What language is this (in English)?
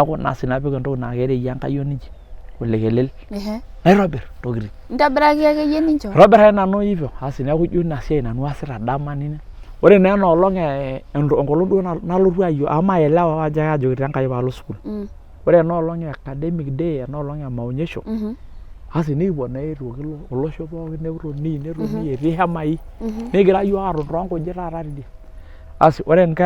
Masai